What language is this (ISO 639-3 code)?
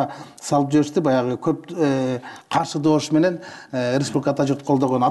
kir